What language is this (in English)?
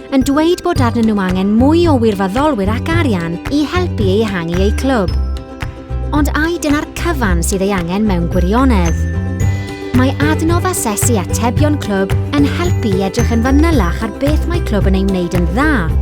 Welsh